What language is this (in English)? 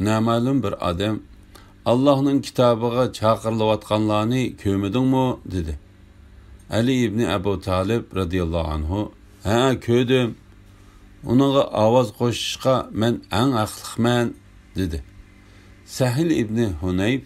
Uyghur